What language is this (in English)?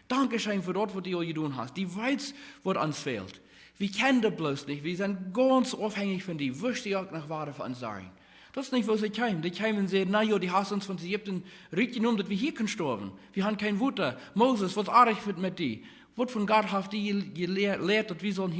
Plautdietsch